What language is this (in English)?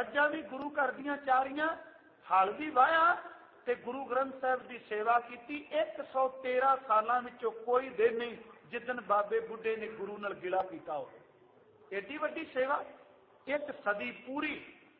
Punjabi